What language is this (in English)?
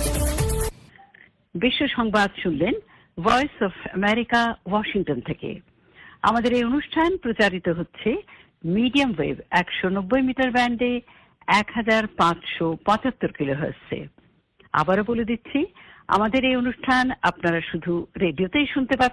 Bangla